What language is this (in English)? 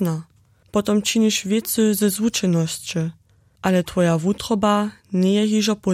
Upper Sorbian